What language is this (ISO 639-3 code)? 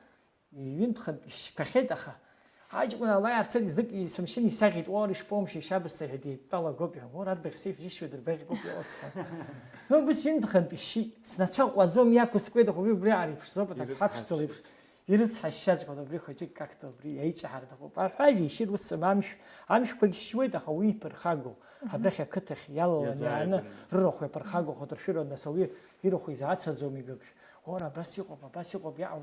abk